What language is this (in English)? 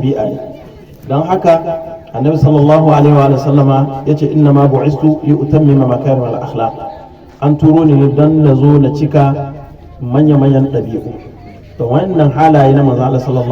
Hausa